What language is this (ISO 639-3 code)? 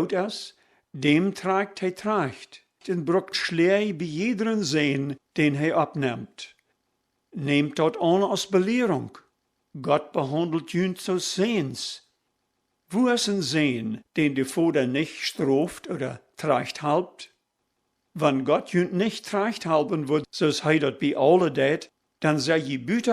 pdt